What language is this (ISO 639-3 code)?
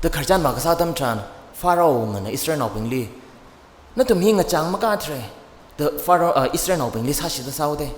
nmf